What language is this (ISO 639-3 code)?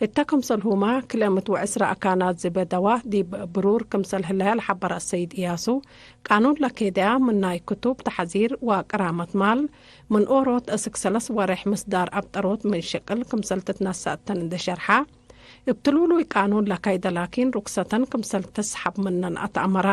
tig